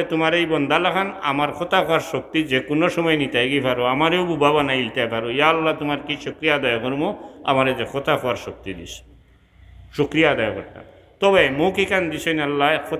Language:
Sylheti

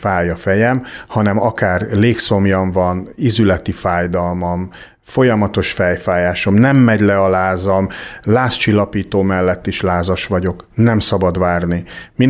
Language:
Hungarian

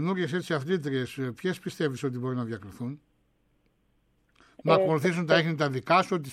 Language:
Greek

